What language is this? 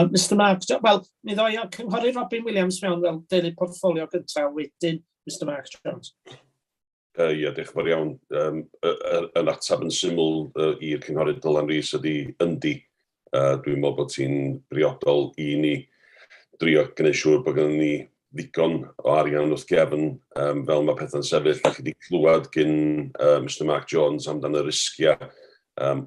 Welsh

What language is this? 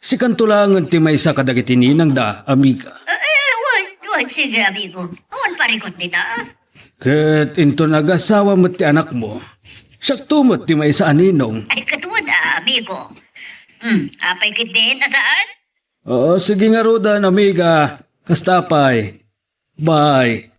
Iloko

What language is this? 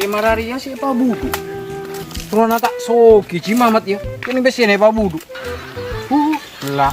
Madurese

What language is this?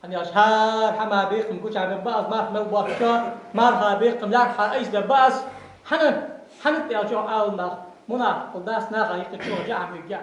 Ingush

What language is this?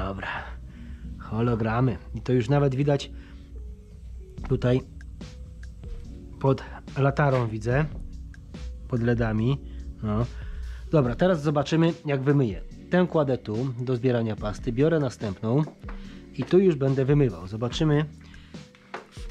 Polish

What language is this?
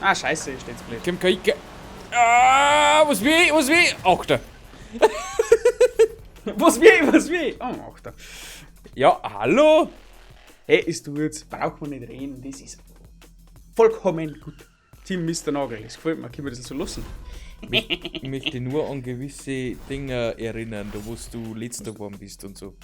Bavarian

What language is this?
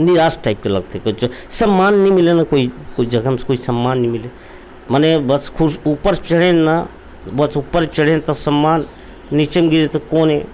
Chhattisgarhi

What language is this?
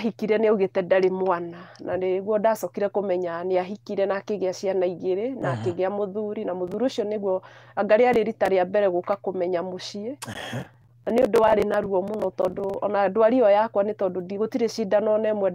Kikuyu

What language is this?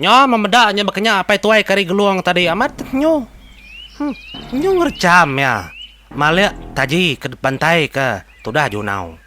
Iban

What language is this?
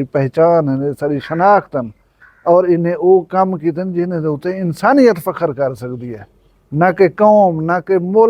Saraiki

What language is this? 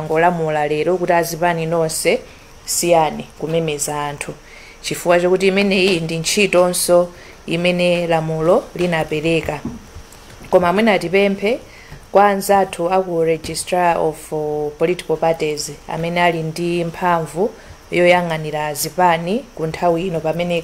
Nyanja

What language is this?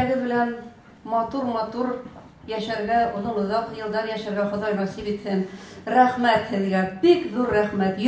Bashkir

